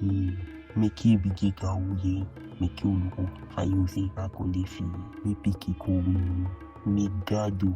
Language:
Eastern Maroon Creole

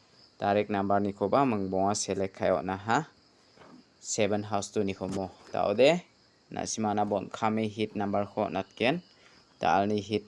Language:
Garo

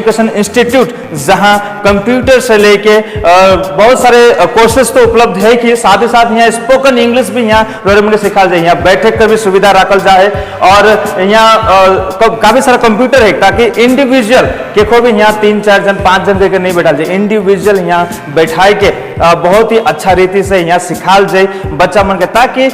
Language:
Sadri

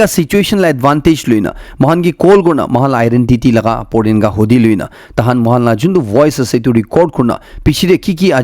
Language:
Naga Pidgin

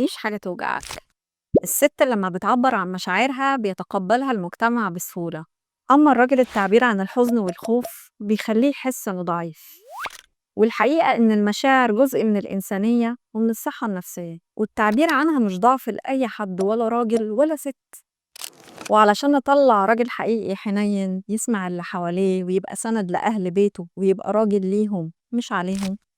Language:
Egyptian Arabic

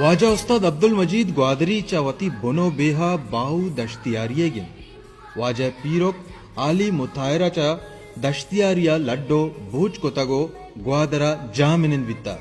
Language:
Baluchi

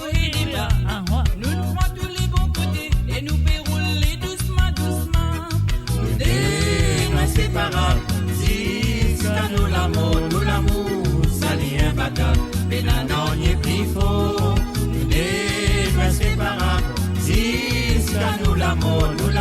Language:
Morisyen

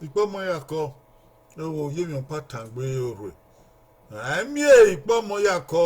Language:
Bini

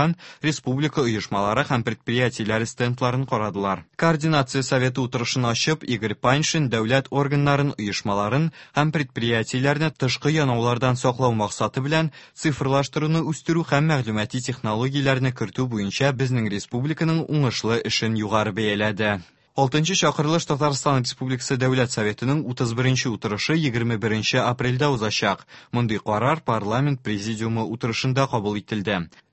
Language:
Tatar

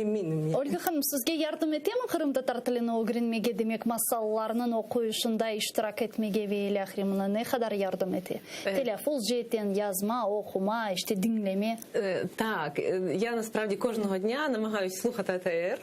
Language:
Crimean Tatar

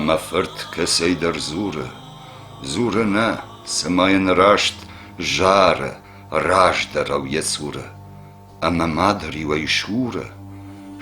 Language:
Ossetic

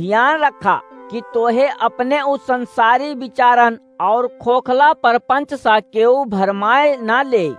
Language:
Awadhi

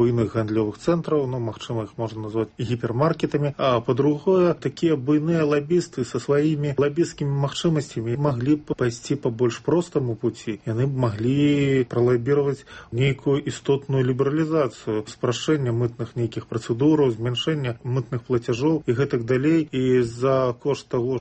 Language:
Belarusian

